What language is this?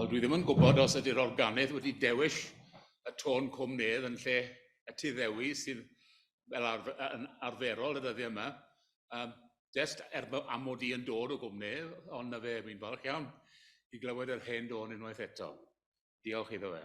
Welsh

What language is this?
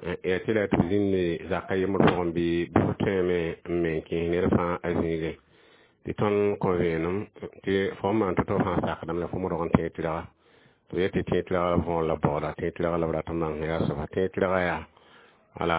Mossi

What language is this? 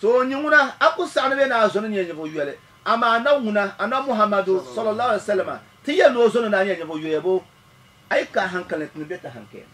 Dagbani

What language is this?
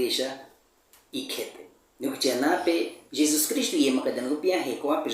Baniwa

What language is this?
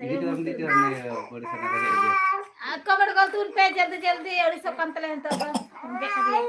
Santali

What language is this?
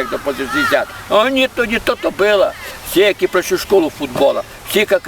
Rusyn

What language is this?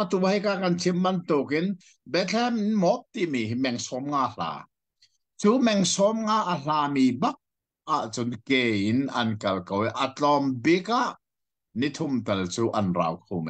Hakha Chin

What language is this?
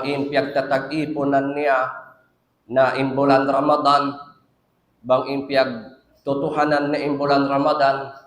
Tausug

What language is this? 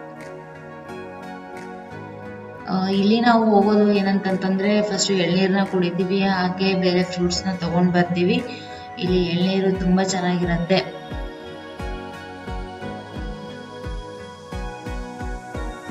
Kannada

